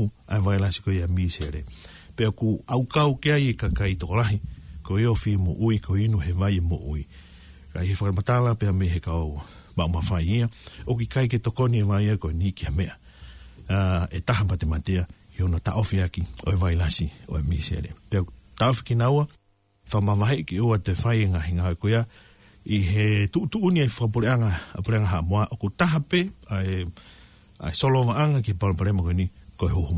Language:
Tongan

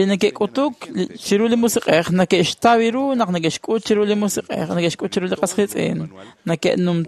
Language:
Kekchí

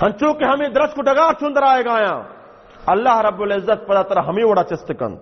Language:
Baluchi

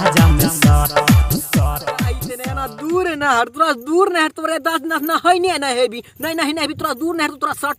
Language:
Maithili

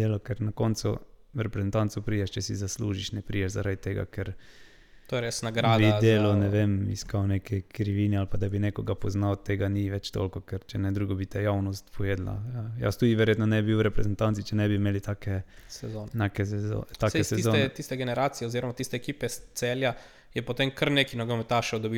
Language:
Slovenian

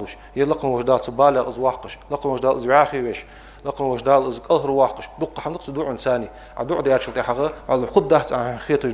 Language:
Ingush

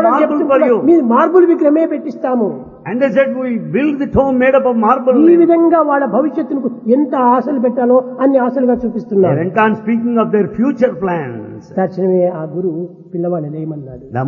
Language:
Telugu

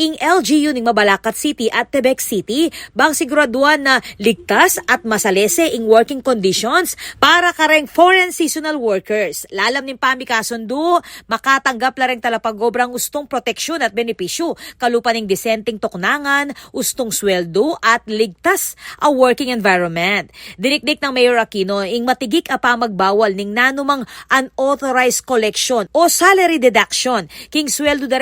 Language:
Pampanga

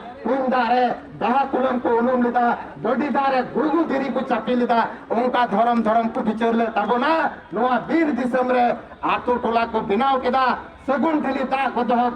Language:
Santali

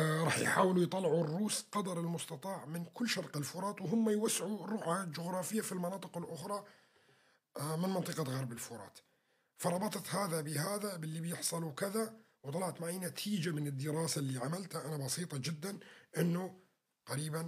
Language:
North Levantine Arabic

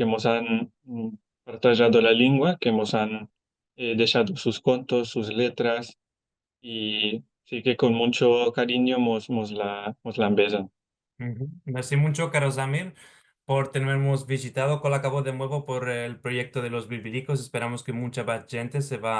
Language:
Ladino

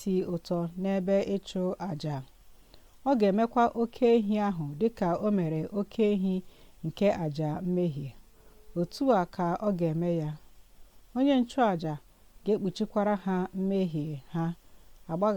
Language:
Igbo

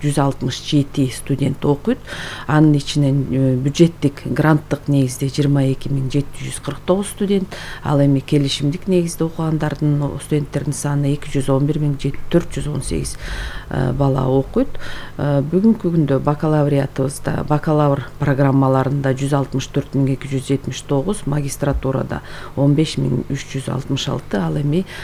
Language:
Kyrgyz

